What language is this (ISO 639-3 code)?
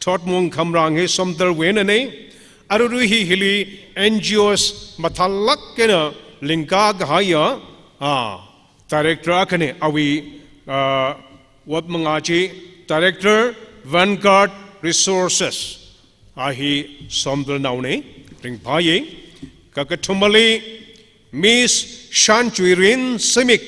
nmf